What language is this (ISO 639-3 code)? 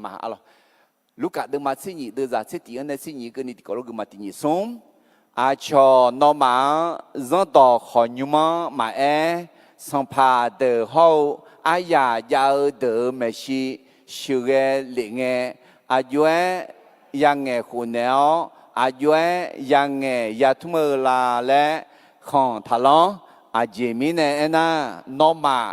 ahk